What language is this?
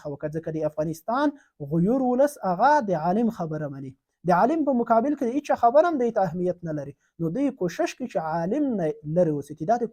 Pashto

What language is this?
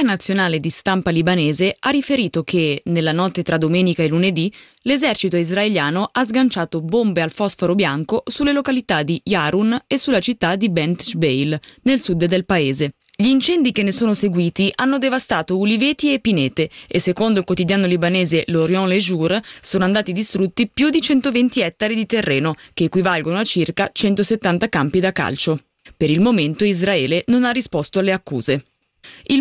Italian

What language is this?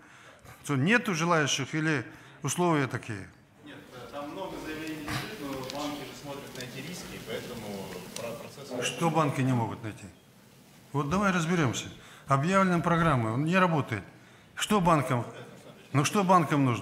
Russian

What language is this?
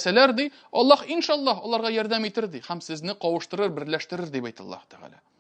Tatar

